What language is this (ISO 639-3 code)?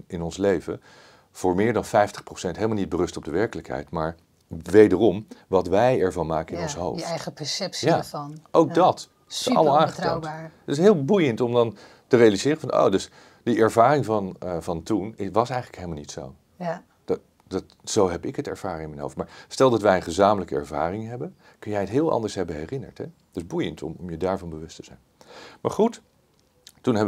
nld